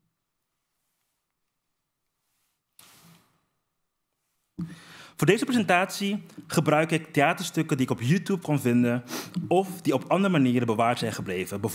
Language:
Dutch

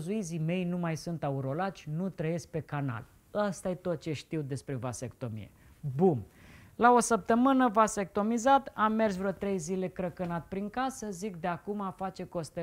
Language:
Romanian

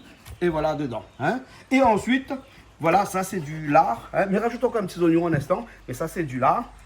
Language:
Réunion Creole French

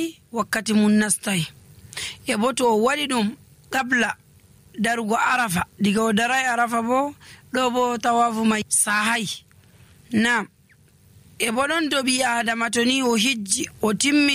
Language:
Nigerian Fulfulde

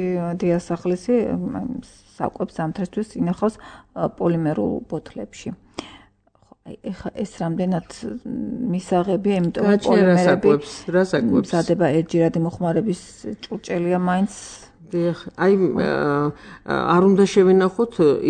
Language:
Georgian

